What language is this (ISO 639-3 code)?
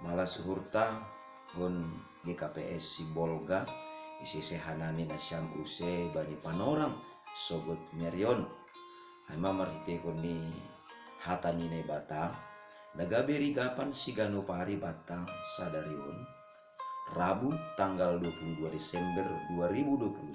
bts